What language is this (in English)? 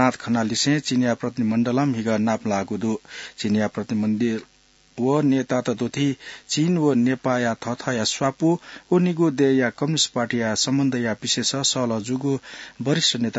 Newari